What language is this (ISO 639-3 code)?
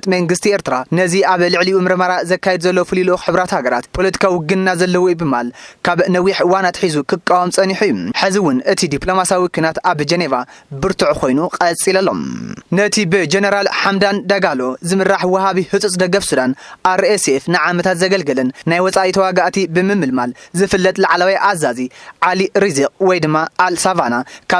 tir